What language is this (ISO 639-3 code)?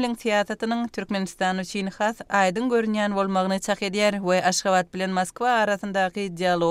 tuk